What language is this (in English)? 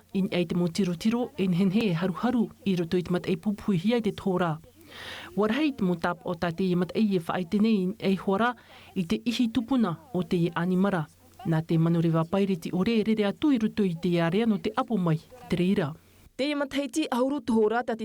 Tahitian